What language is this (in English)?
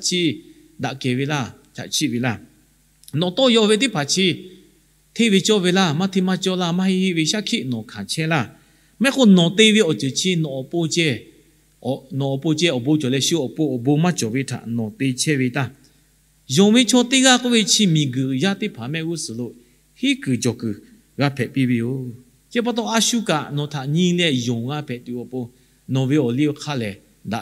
Lahu